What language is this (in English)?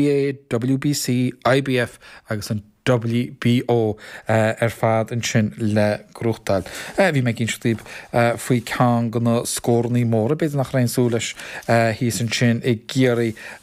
Irish